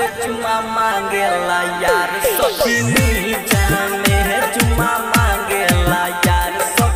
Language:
Bhojpuri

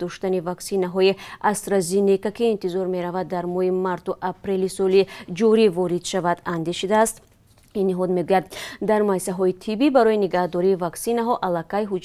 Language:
Tajik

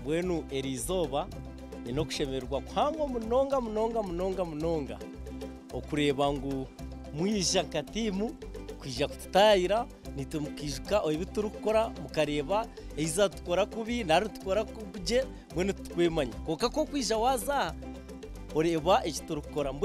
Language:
Nyankole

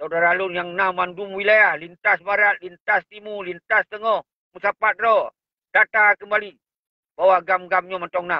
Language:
Achinese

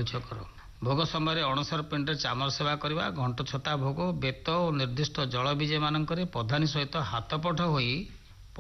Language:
Odia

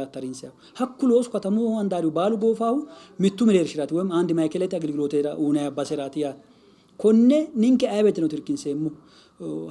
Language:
Sidamo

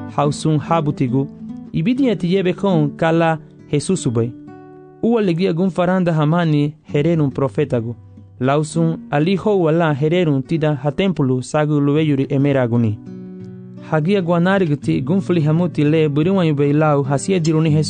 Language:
Garifuna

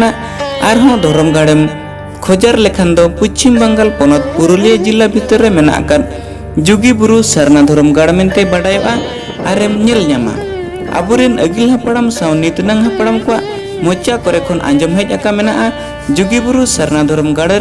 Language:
Santali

